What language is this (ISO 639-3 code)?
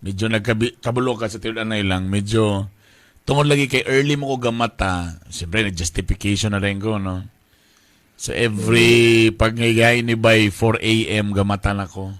ceb